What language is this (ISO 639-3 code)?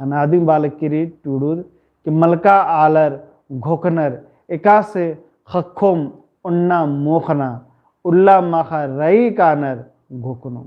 kru